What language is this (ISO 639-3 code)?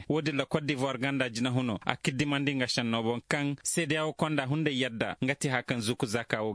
dje